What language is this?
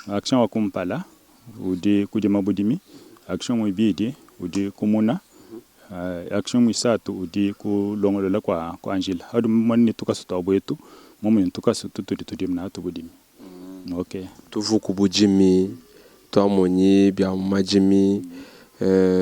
Luba-Lulua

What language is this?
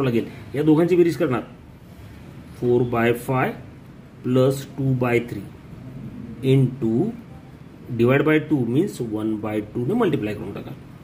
Marathi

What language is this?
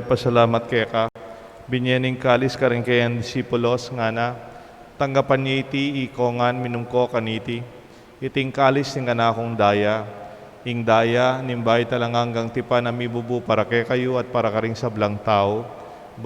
Pampanga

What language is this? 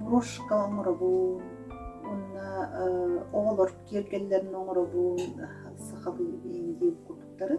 Yakut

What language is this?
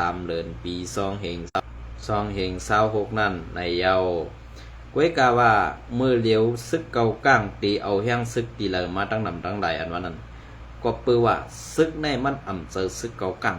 Shan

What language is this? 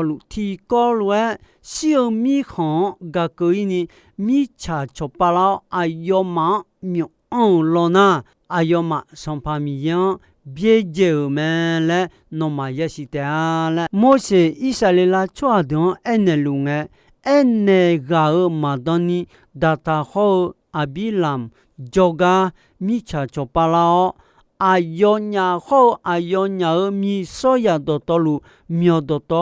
Akha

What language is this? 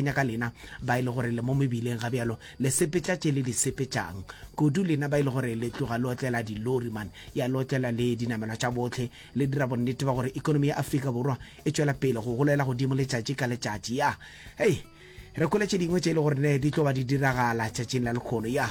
Northern Sotho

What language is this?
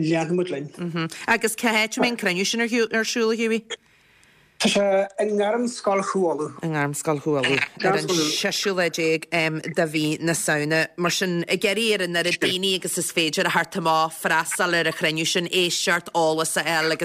Irish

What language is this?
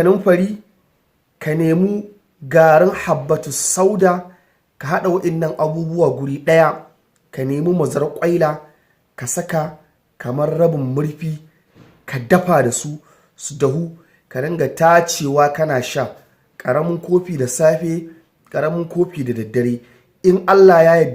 Hausa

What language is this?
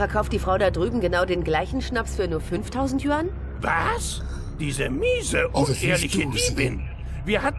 Swiss German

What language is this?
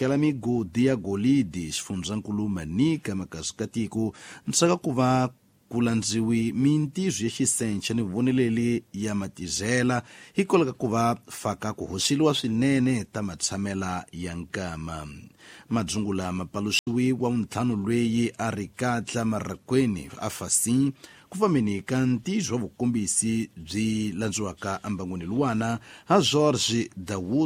Tsonga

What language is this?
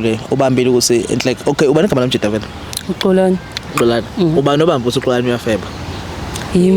Zulu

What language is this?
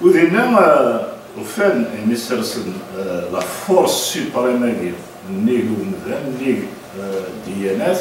Kabyle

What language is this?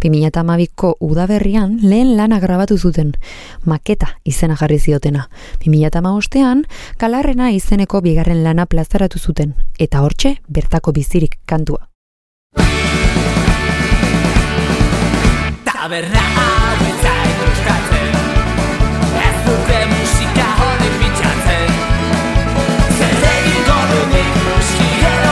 Basque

